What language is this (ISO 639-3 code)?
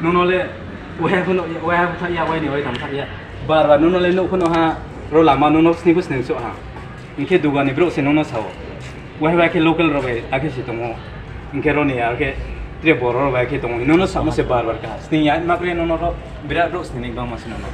ria